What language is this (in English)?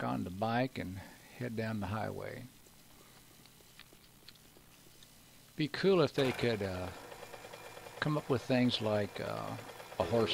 English